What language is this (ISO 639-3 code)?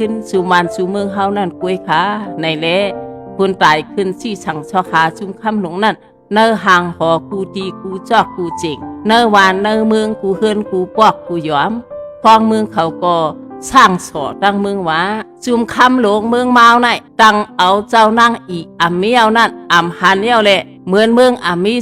shn